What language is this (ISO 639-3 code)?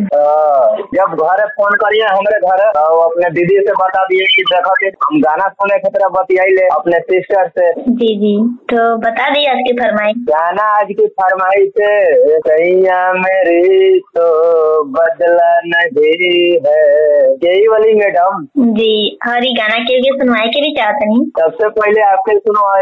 bho